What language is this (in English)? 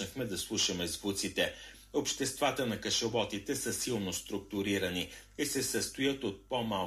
Bulgarian